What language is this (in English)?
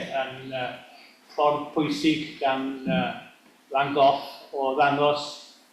Welsh